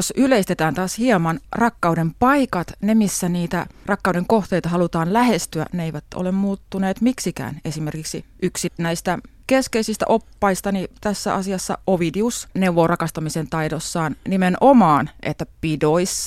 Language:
Finnish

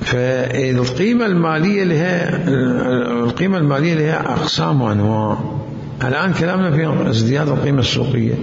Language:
Mesopotamian Arabic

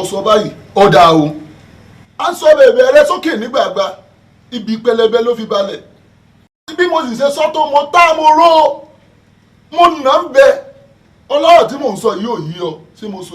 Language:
Yoruba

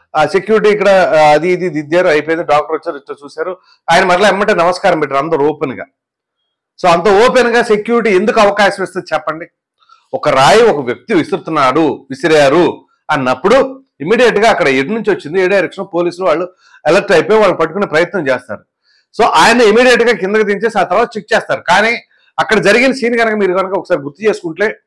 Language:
Telugu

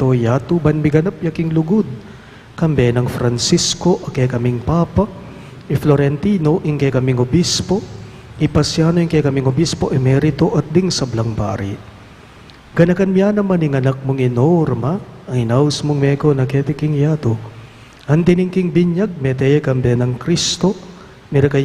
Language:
Pampanga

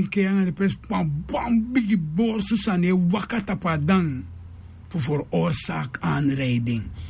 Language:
Sranan Tongo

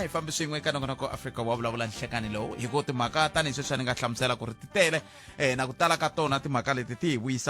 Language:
Tsonga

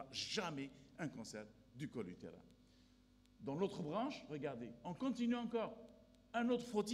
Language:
French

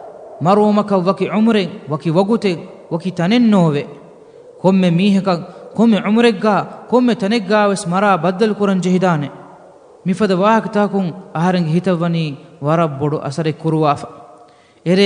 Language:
Divehi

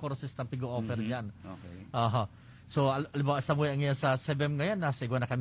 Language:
Bikol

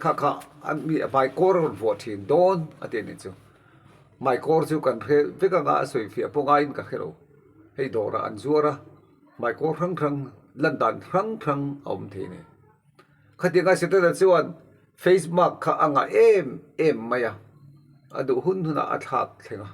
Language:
Mizo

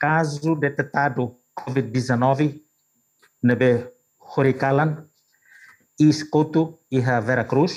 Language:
Tetum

